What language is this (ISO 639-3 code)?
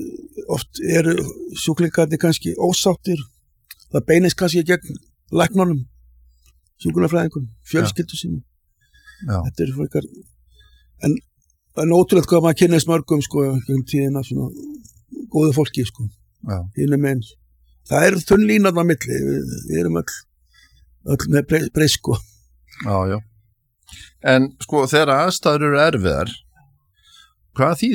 isl